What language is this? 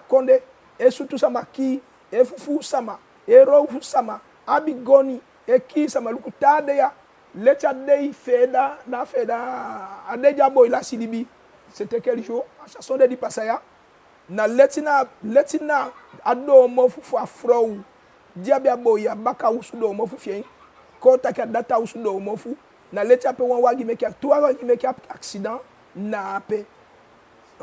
Eastern Maroon Creole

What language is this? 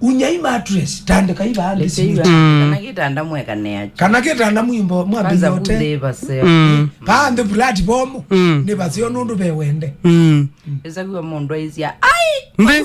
Kamba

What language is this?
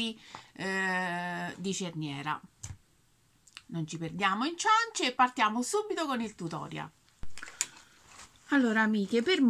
Italian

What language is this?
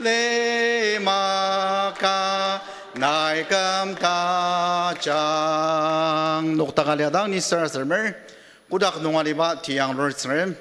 Ao Naga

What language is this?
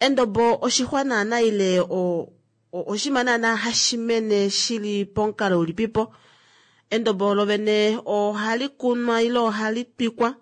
Kuanyama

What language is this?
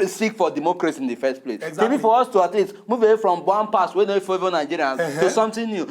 Nigerian Pidgin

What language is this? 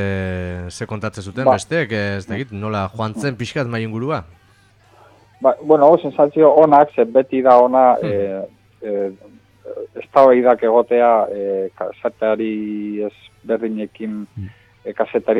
Basque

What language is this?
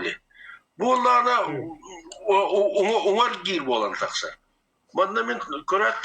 Yakut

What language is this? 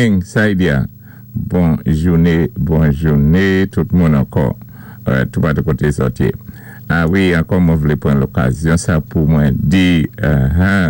Saint Lucian Creole French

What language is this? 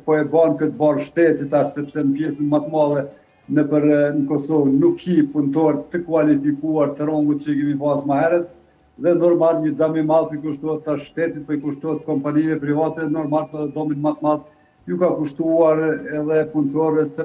Albanian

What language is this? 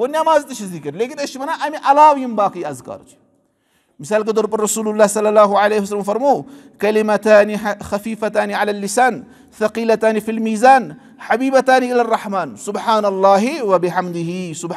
Kashmiri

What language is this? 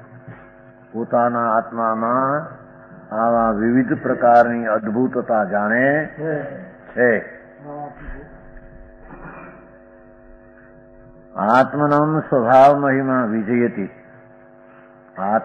Gujarati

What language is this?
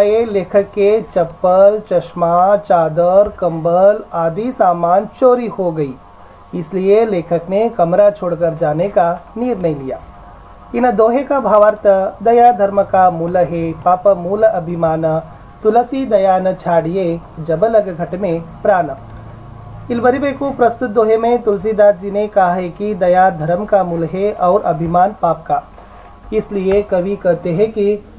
Kannada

